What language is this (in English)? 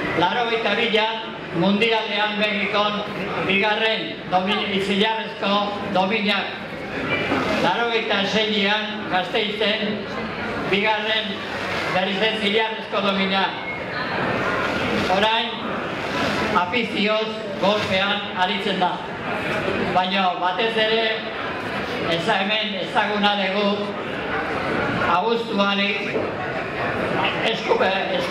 Basque